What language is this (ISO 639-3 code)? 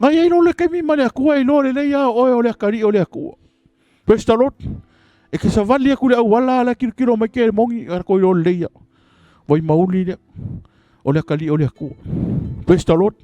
smo